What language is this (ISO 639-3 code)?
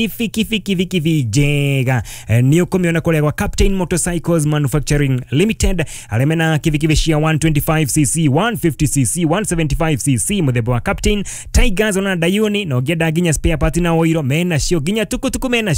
kik